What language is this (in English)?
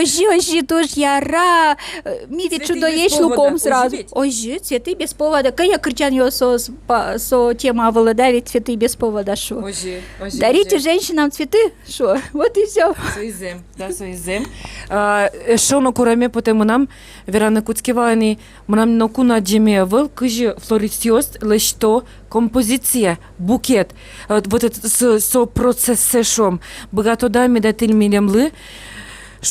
Udmurt